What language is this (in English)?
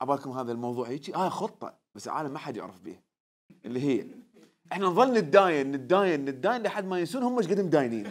Mesopotamian Arabic